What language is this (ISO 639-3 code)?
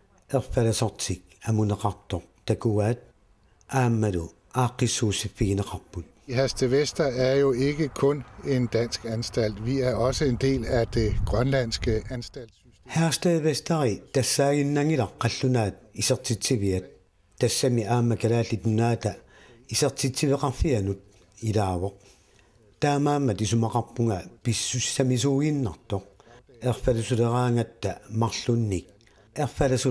kal